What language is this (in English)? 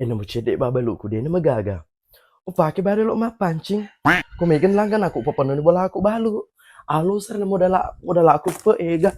Buginese